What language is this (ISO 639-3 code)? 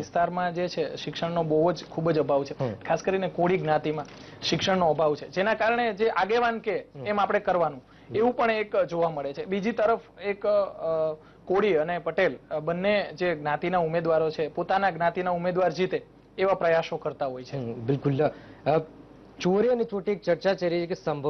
guj